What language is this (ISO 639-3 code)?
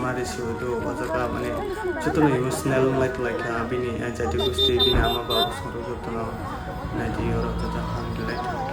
trp